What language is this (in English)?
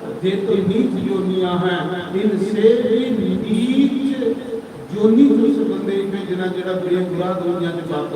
Dogri